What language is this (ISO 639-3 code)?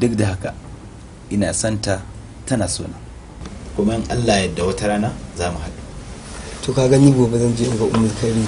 hau